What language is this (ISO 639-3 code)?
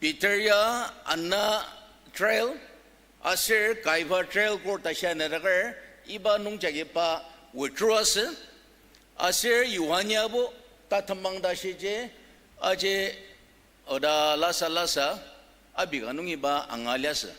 njo